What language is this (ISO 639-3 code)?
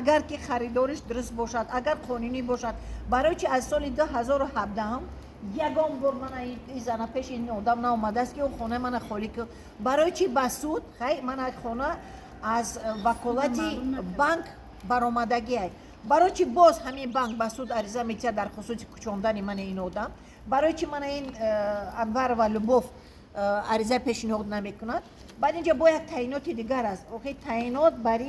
tgk